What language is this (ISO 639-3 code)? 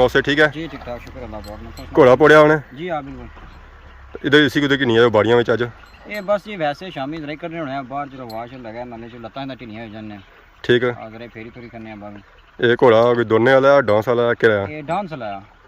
phr